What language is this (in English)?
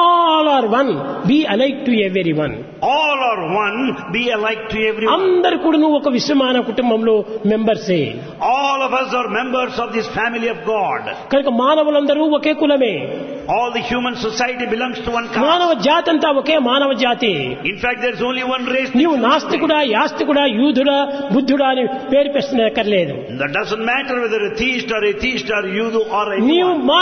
Telugu